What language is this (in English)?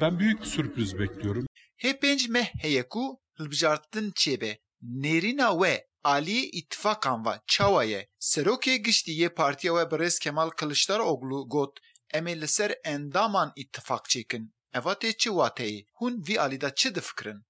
Kurdish